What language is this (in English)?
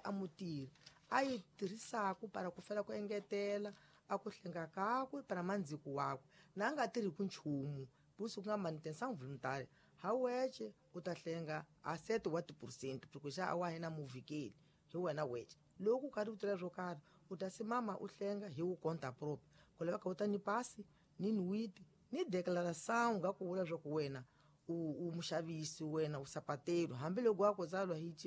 Tsonga